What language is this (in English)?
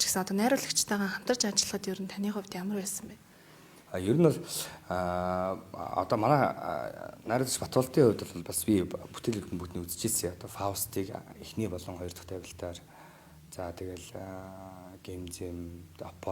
Mongolian